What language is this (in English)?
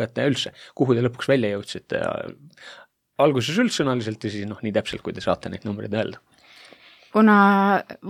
Estonian